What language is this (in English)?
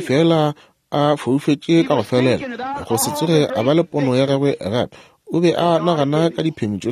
Northern Sotho